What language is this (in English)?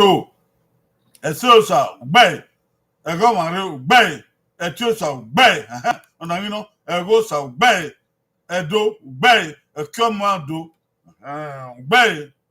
Bini